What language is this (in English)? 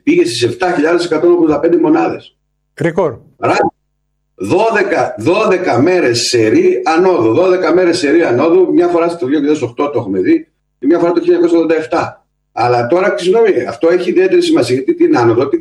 Greek